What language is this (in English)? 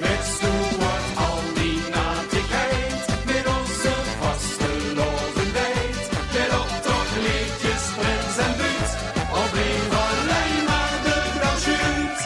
Limburgish